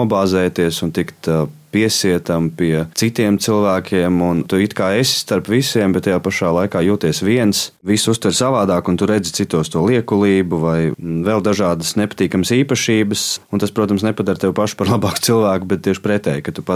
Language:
Latvian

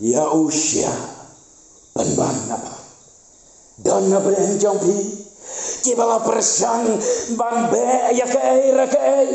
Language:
Khasi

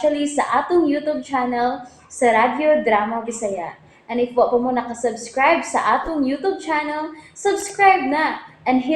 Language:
Cebuano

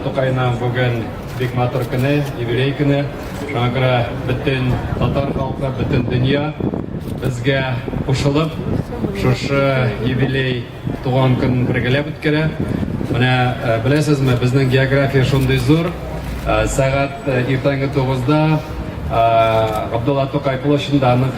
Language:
Tatar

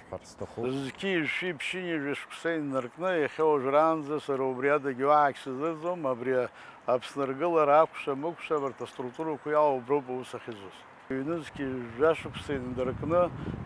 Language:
Abkhazian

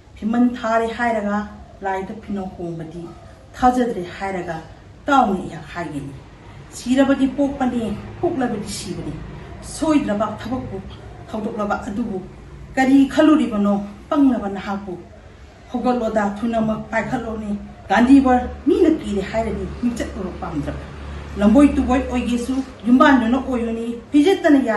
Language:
Manipuri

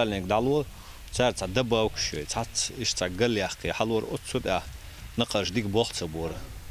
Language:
Chechen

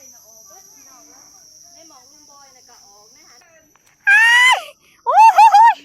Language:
Lao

